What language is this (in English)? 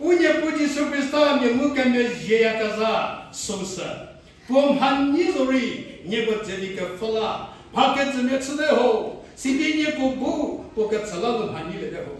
Angami Naga